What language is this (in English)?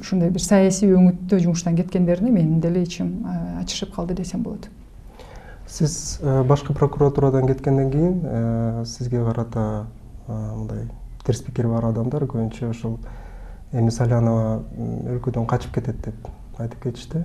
Kyrgyz